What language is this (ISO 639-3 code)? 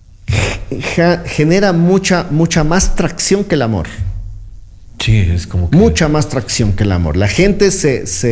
spa